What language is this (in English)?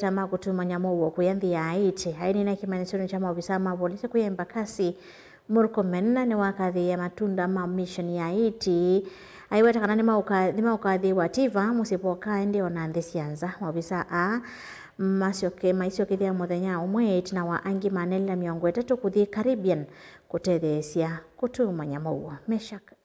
Kamba